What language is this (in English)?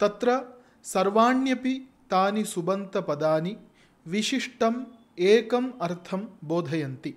Sanskrit